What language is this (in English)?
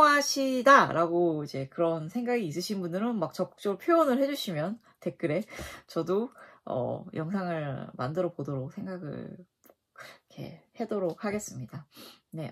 Korean